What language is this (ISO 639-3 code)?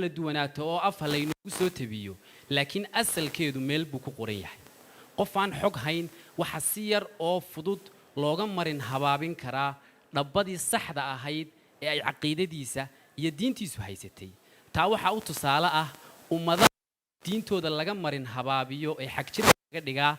som